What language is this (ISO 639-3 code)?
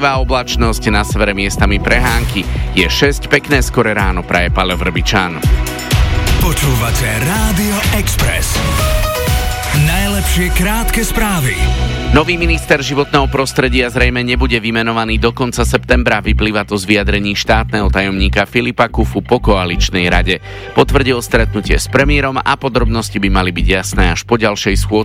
slk